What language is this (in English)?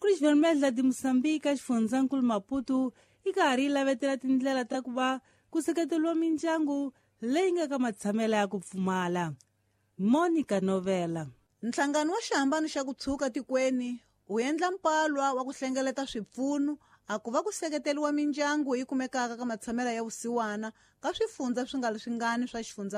Tsonga